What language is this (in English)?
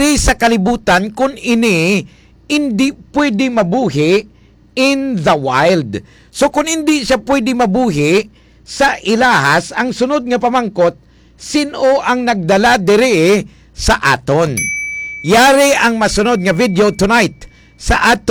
Hiligaynon